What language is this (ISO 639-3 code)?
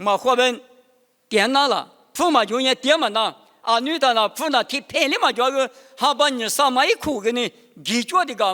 lis